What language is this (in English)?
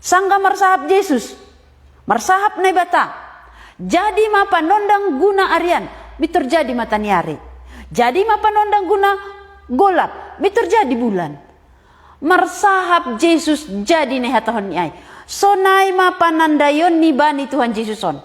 Batak Simalungun